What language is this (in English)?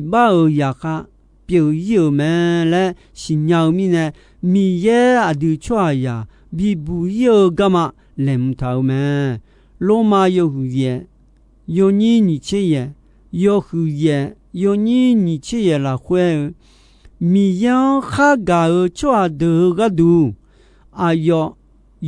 Akha